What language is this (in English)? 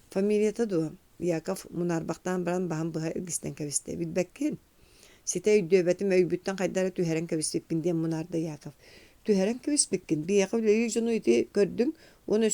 Yakut